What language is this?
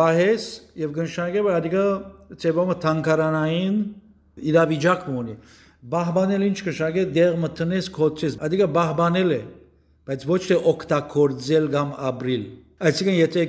Western Armenian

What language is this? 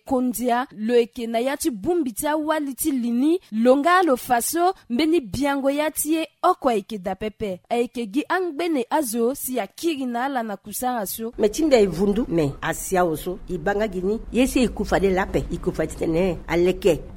Sango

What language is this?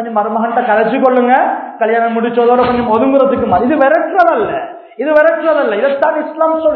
Tamil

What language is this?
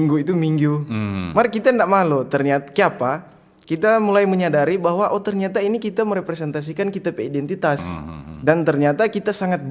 Manado Malay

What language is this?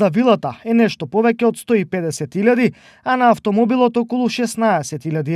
Macedonian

